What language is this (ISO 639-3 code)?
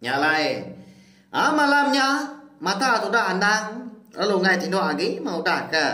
iba